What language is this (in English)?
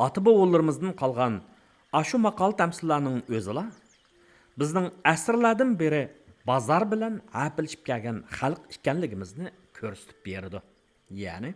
Uyghur